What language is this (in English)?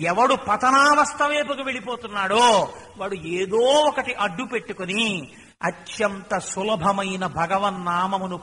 Telugu